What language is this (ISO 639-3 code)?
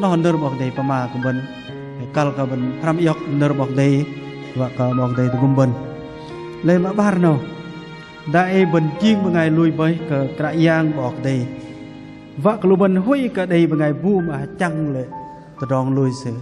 bdq